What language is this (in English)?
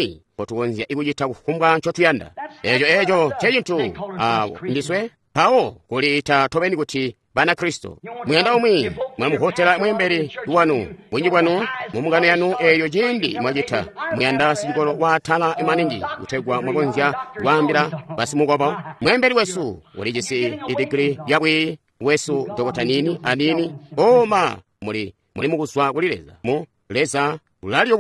Tonga (Zambia)